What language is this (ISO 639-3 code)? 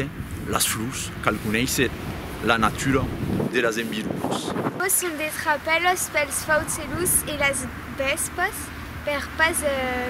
oci